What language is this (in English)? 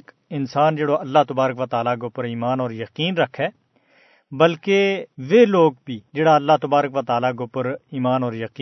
Gujari